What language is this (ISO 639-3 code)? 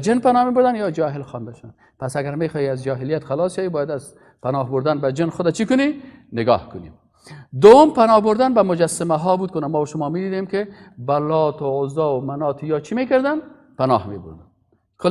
fas